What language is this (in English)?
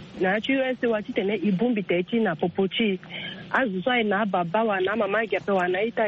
Sango